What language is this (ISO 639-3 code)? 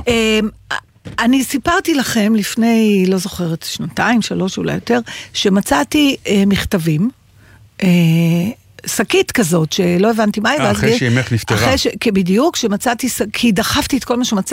heb